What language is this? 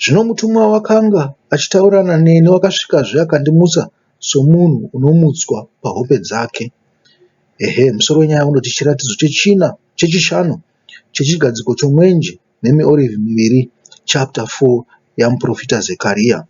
Shona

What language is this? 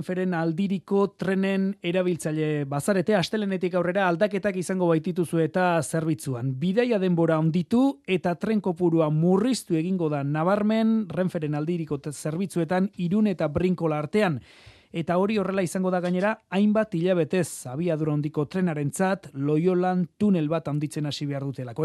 Basque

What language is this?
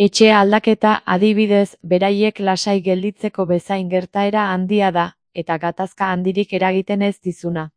Basque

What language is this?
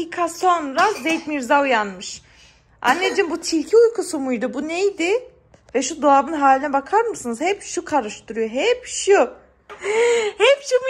Turkish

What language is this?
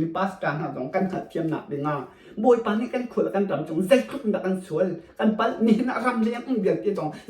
Hakha Chin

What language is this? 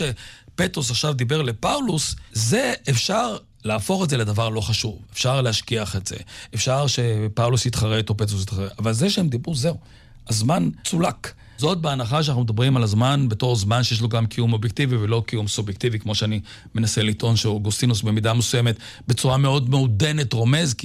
Hebrew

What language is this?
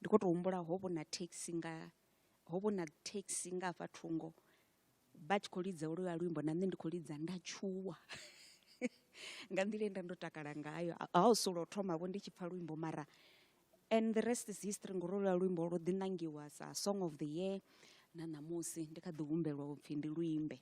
Venda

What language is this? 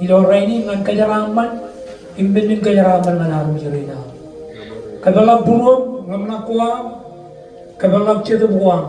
Marshallese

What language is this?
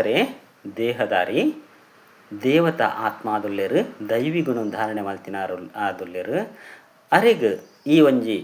Tulu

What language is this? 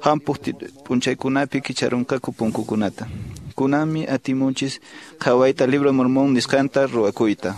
Quechua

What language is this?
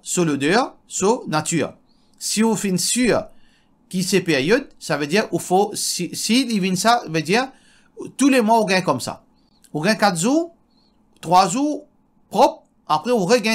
Morisyen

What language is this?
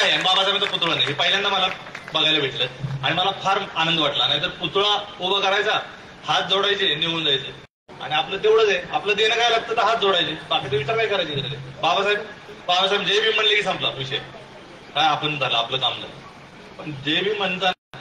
Marathi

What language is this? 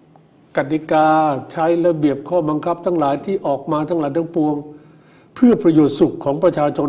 Thai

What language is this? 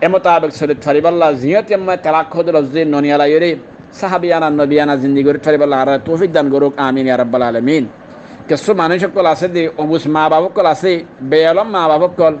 Rohingya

